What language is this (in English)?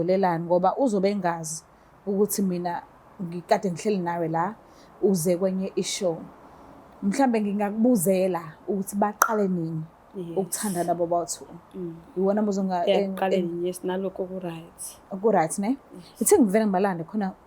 Zulu